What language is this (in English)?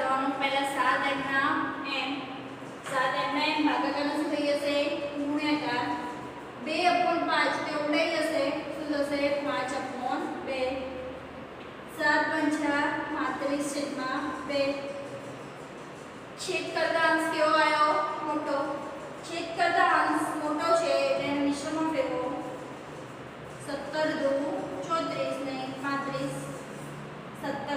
Gujarati